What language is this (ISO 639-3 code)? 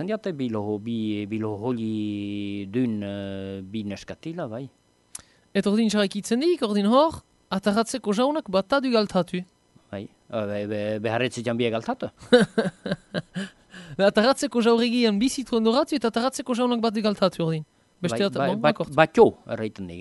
eus